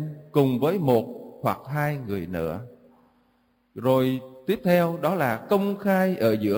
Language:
Vietnamese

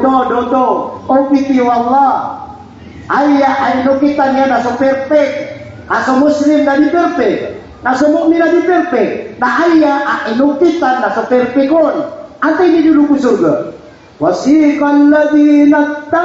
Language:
Maranao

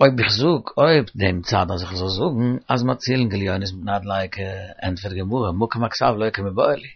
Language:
Yiddish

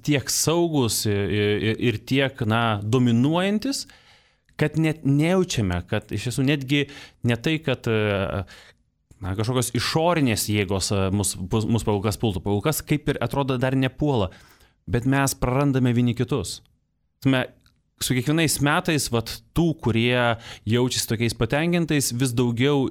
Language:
Lithuanian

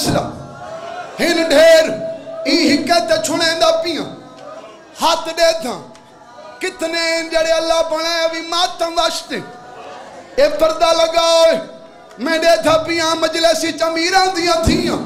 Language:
Saraiki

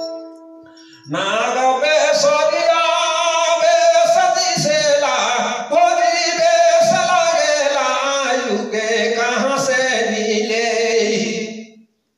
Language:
Bhojpuri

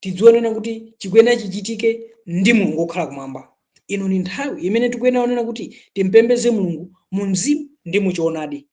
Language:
Nyanja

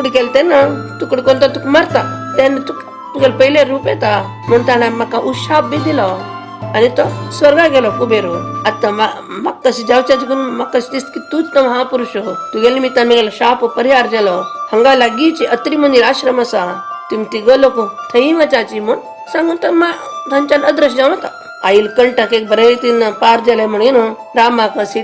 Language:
Konkani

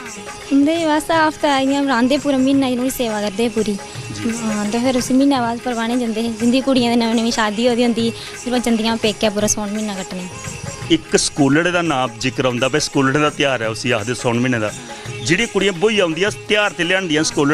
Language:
Dogri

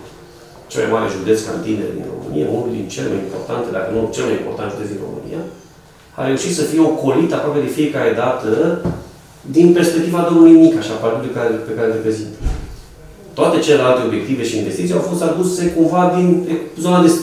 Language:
Romanian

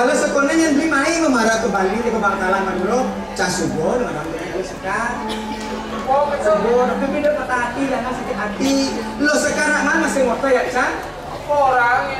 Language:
Balinese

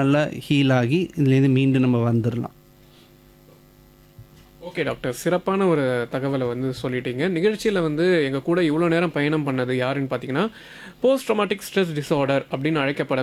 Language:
Tamil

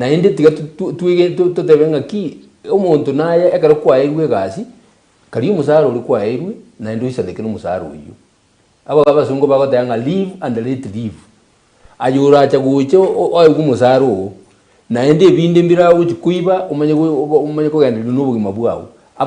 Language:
Gusii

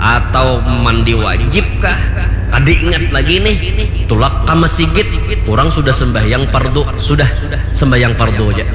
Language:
Banjar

